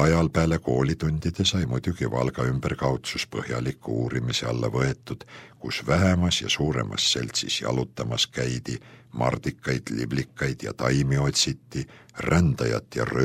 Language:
Estonian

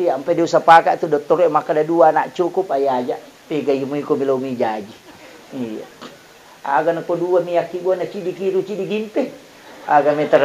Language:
Buginese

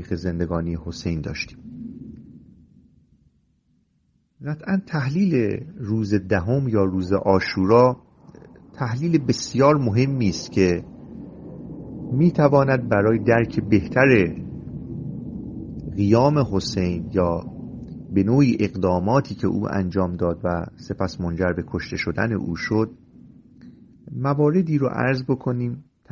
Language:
Persian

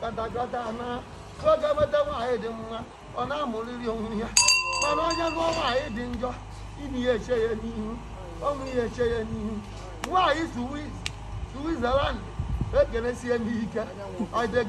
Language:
Igbo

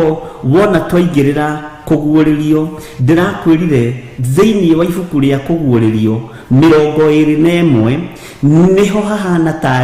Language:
Kikuyu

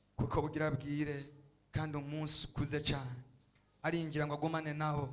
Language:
Rundi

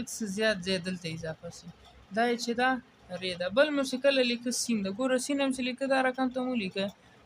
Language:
Pashto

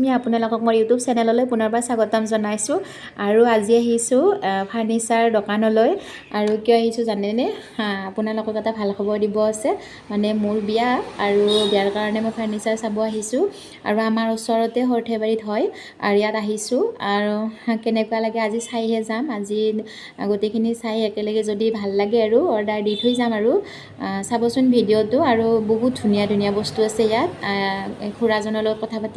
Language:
Assamese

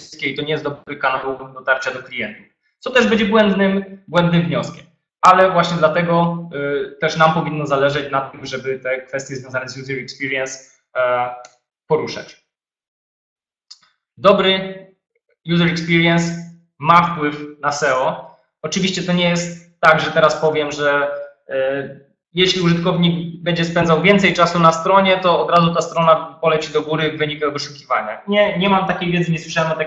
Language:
Polish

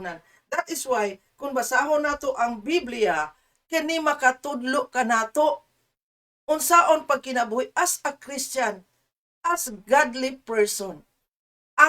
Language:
Cebuano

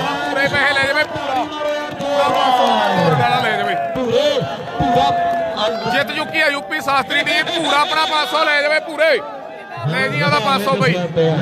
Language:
Punjabi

